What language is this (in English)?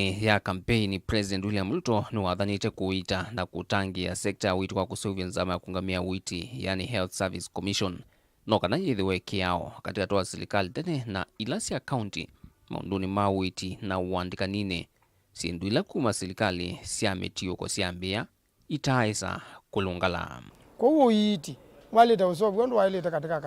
Kamba